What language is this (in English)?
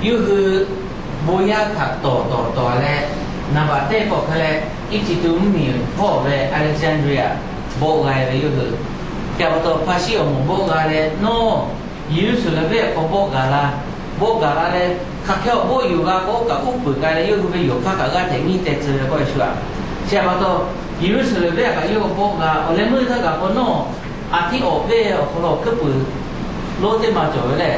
Lahu